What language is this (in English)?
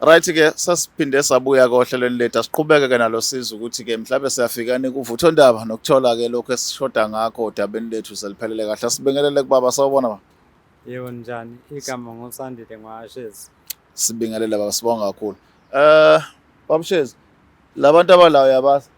Zulu